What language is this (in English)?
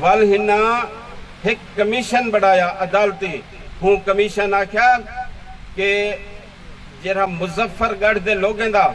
Saraiki